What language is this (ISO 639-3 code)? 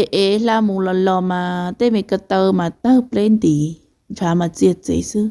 hmn